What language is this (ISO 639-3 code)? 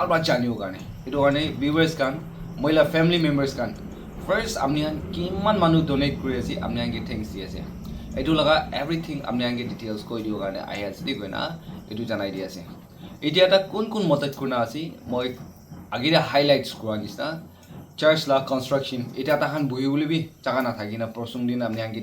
nag